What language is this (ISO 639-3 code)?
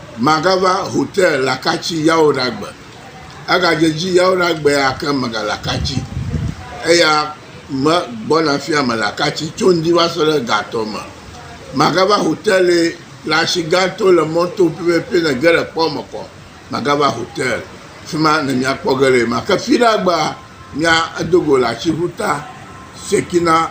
ewe